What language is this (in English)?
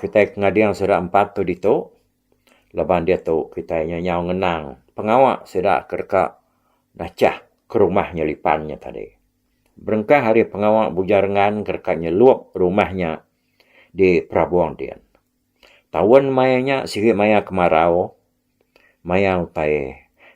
Iban